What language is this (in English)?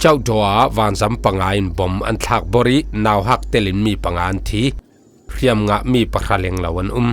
Falam Chin